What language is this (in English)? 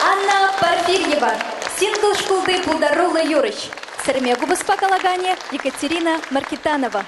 Chuvash